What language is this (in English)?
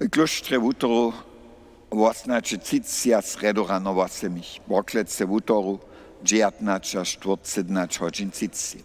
Upper Sorbian